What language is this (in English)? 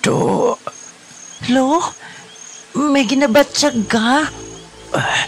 Hiligaynon